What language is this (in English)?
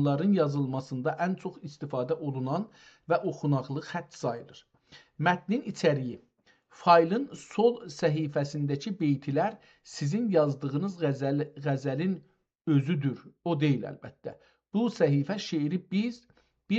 South Azerbaijani